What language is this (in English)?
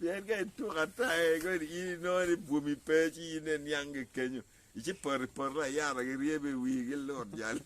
Acoli